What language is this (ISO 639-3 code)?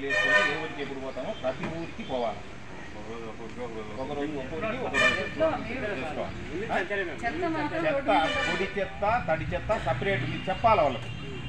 tel